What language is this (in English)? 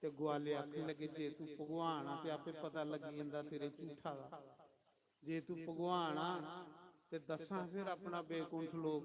Dogri